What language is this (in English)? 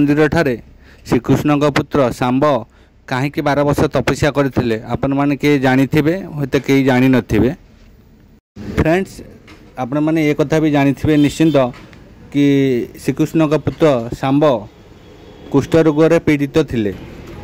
Odia